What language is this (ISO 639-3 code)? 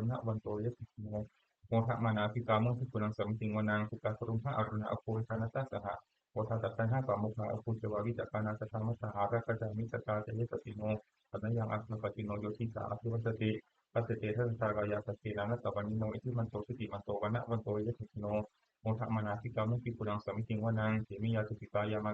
pli